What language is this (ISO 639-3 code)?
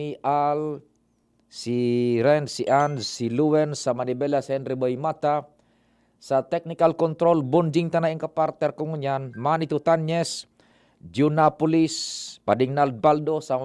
bik